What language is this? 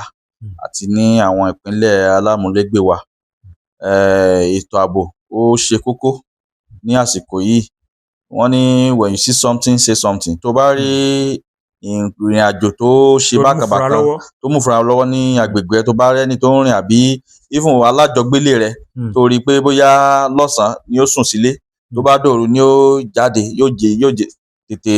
Yoruba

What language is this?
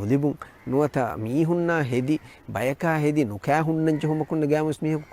Divehi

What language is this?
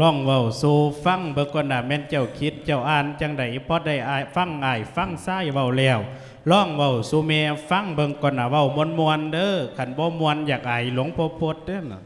Lao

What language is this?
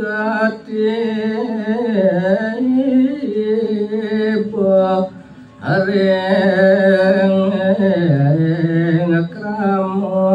Balinese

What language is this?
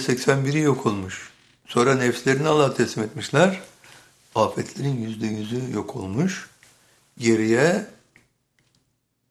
Turkish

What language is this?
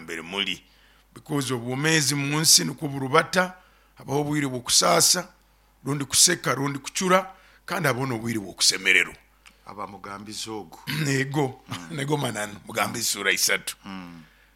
Nyoro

